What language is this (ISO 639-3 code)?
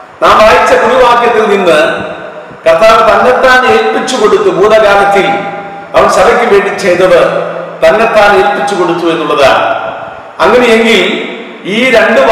mal